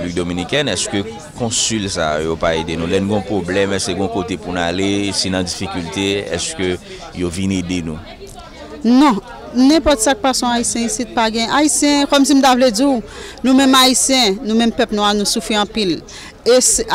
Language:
Haitian Creole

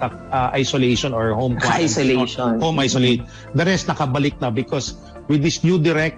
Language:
Filipino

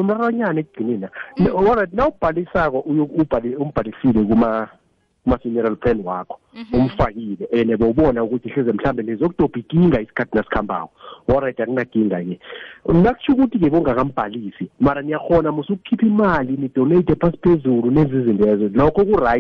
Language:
South Ndebele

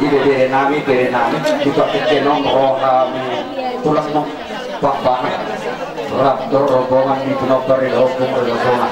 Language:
Batak Toba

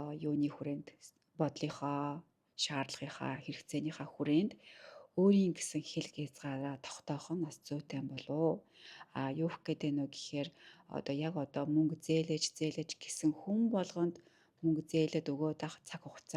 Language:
Mongolian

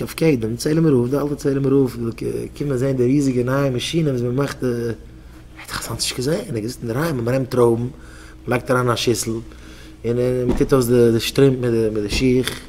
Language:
Yiddish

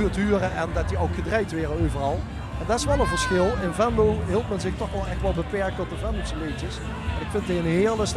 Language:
Limburgish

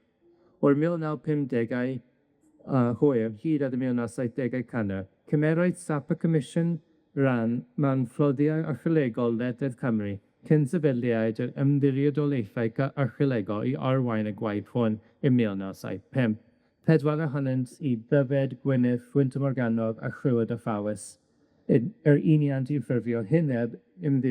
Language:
Welsh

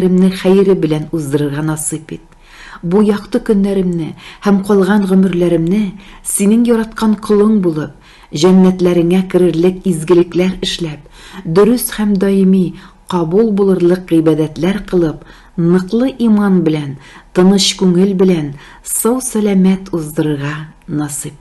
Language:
Tatar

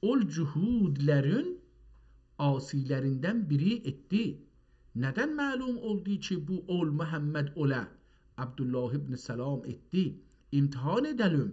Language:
South Azerbaijani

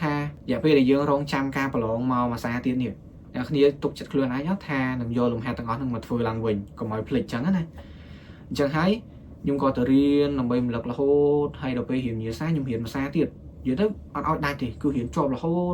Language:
Khmer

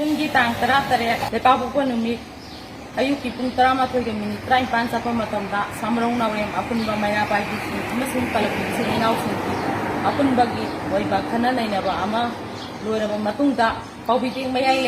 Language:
Manipuri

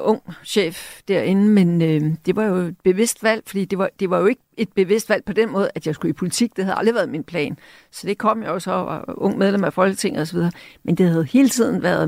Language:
Danish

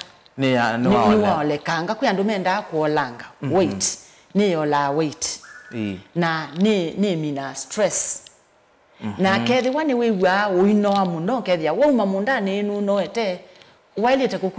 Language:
Kamba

